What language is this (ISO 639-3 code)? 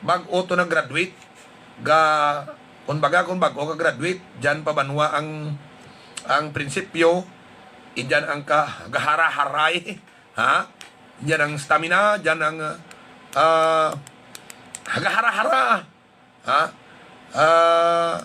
hil